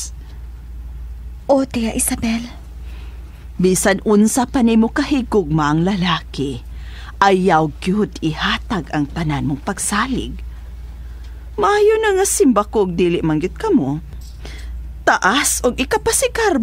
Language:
Cebuano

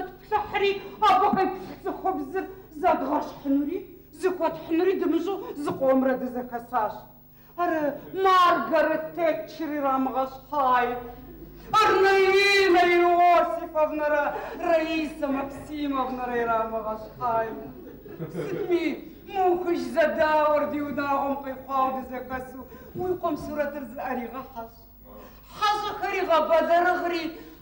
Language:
Kabardian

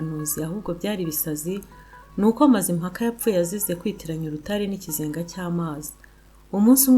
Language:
Kinyarwanda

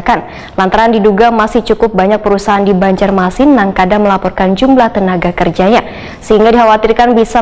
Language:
Banjar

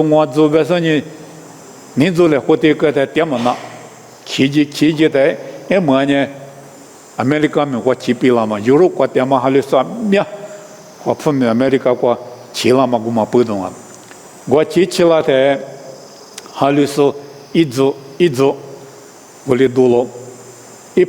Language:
Lisu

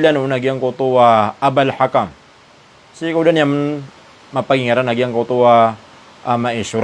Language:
Maranao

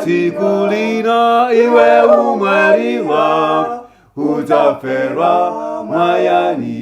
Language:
Nyanja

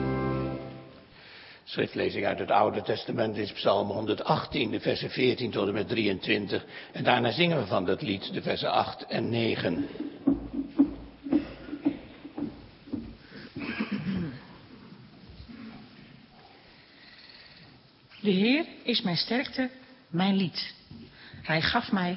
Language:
Dutch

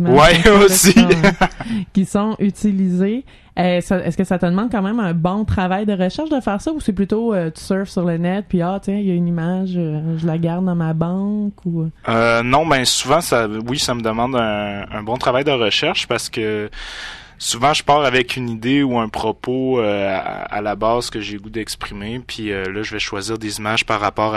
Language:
French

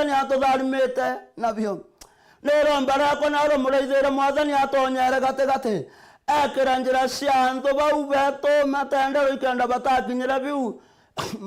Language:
Meru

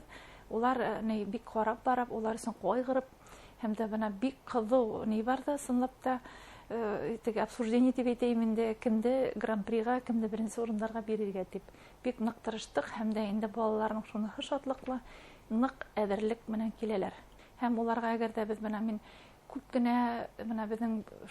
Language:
Bashkir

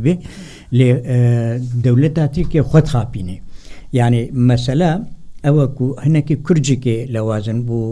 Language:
Kurdish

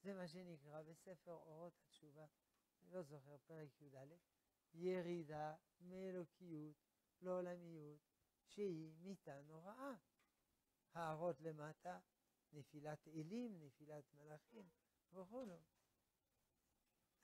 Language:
Hebrew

